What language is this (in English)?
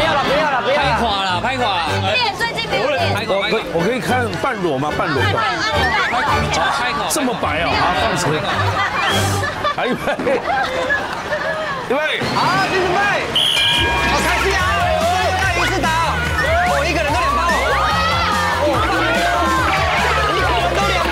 Chinese